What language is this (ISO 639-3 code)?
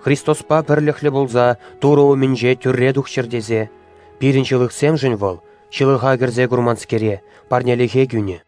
chv